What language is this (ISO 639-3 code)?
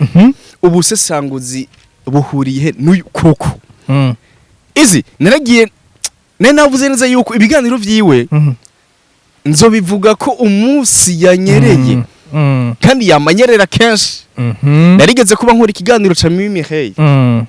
run